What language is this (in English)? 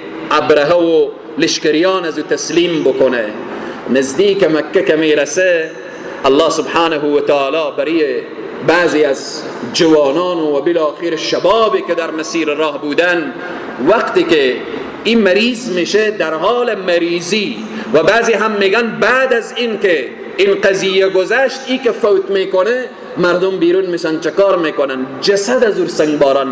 Persian